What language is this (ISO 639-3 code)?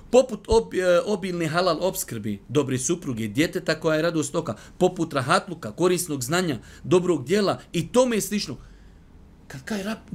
bos